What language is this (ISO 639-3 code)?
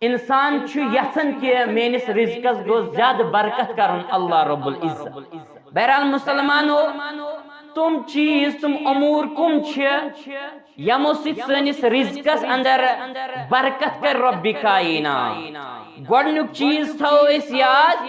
kas